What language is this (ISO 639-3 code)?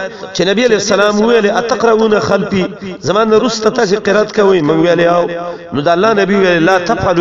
pus